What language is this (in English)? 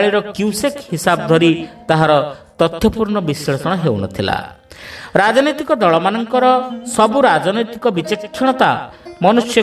Odia